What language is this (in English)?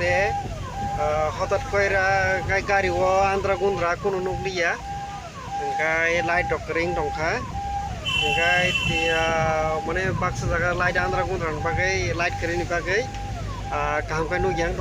Kok Borok